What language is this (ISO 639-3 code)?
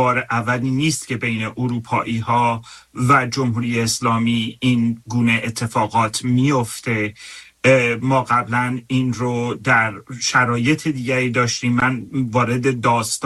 fas